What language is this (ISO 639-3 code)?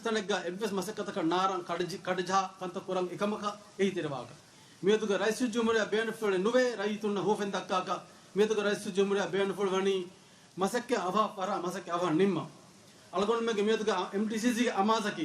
div